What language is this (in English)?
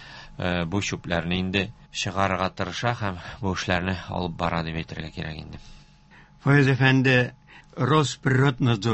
Tatar